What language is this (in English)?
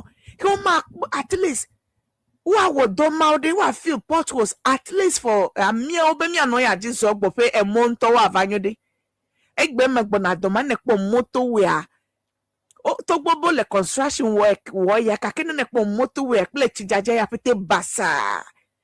Ewe